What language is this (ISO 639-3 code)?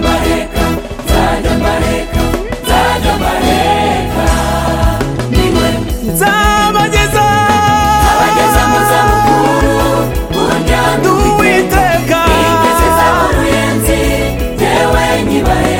kin